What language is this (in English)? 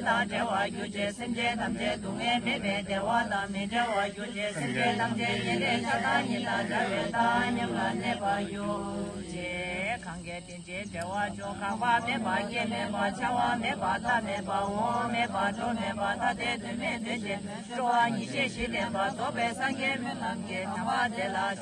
Tibetan